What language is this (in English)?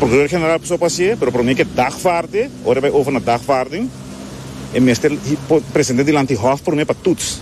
Papiamento